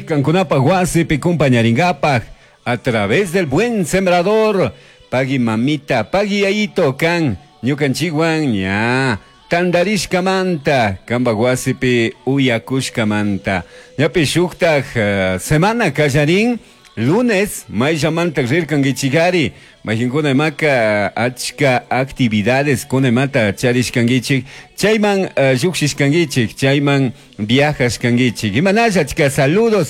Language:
Chimborazo Highland Quichua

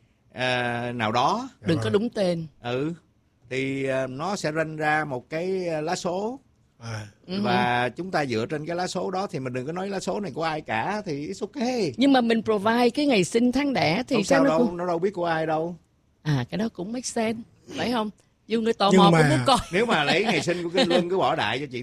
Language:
Vietnamese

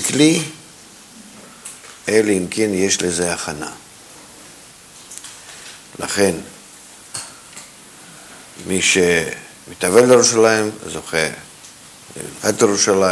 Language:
Hebrew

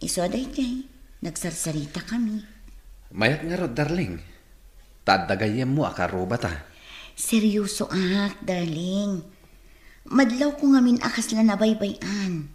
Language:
Iloko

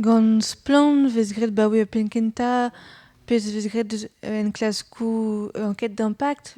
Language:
Breton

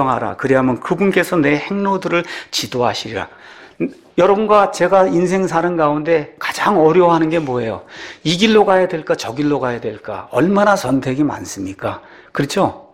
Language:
Korean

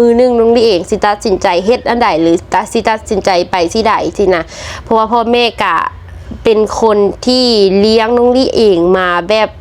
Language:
Lao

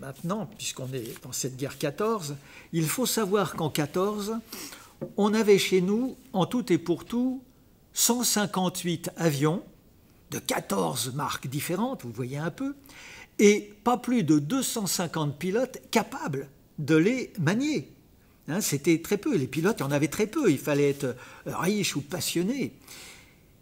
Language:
French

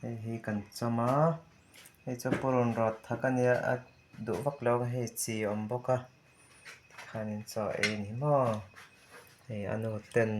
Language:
Mizo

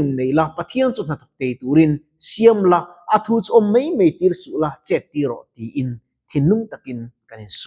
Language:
Mizo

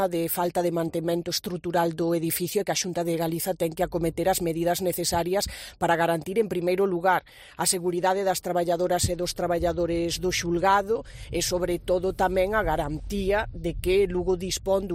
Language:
Galician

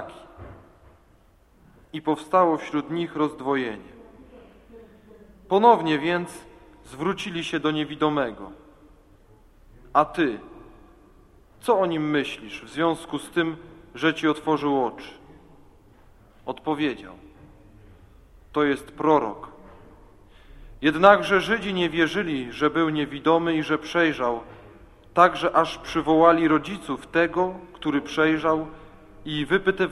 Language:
Polish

